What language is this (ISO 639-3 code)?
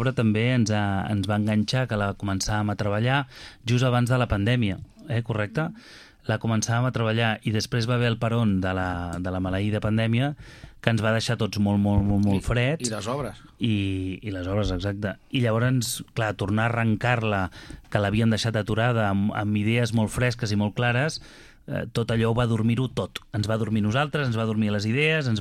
cat